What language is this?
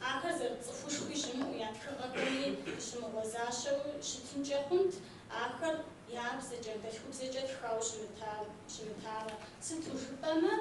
Kabardian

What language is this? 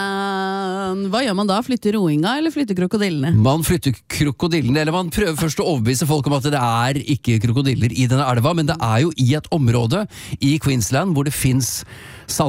Norwegian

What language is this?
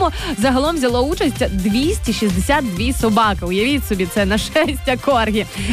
Ukrainian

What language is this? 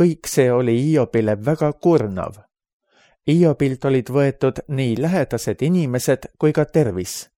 Estonian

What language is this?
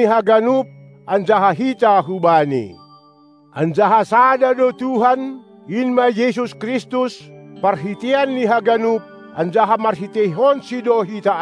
Batak Simalungun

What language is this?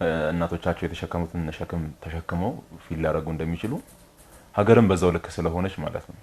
Amharic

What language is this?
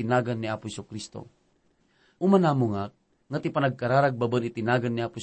Iloko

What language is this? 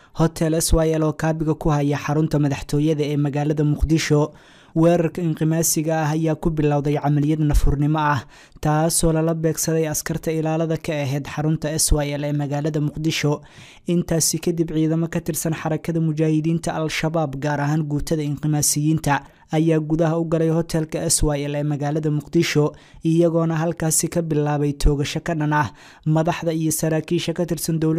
Somali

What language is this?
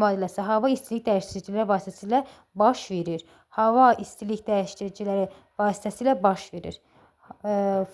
Azerbaijani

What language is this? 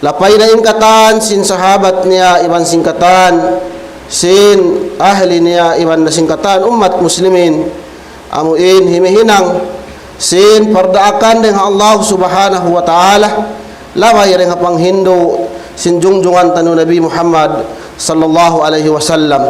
Tausug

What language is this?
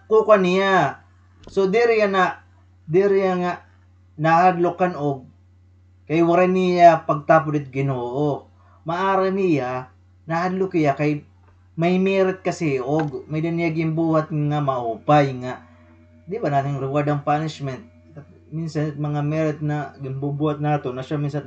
Waray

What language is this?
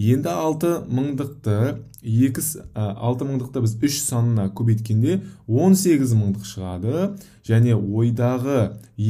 Kazakh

